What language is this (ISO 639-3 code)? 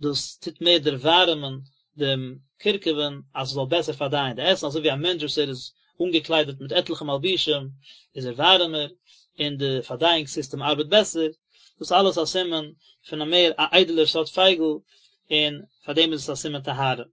yid